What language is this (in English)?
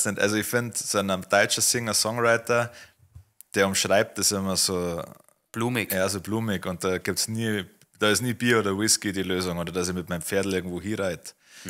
Bavarian